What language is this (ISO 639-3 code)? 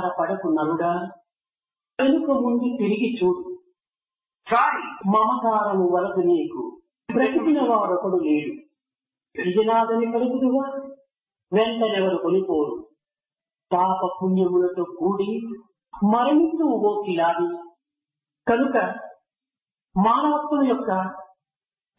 tel